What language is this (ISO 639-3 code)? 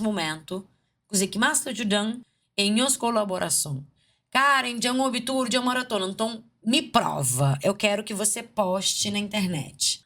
kea